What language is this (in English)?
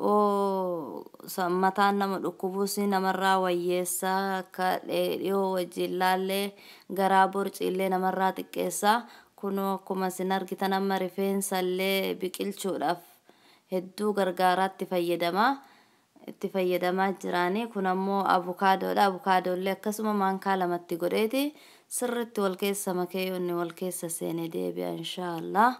Oromo